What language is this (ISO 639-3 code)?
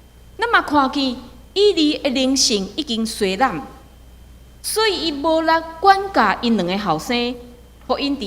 nan